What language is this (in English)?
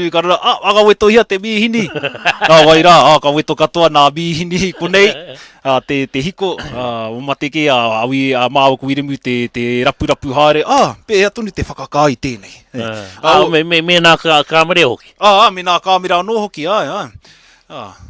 Māori